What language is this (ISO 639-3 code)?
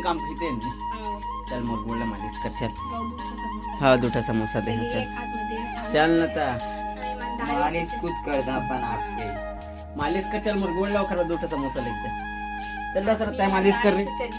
hne